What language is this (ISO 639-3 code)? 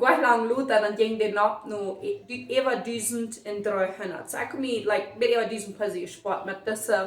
pdt